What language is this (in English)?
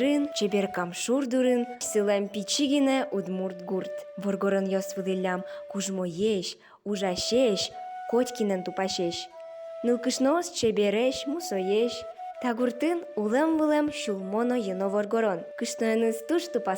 Udmurt